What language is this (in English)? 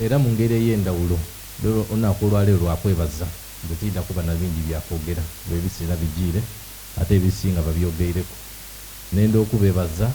Soga